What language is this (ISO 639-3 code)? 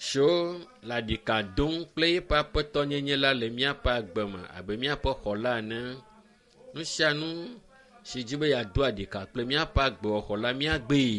ewe